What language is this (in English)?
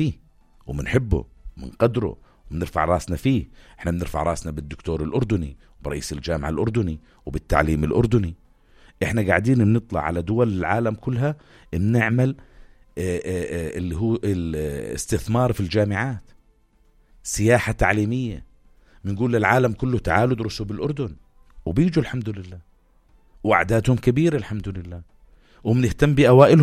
North Levantine Arabic